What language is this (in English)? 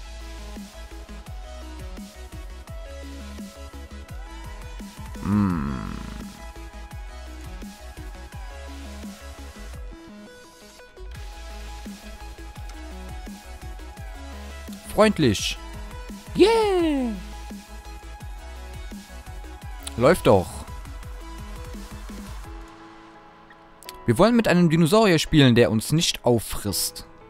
German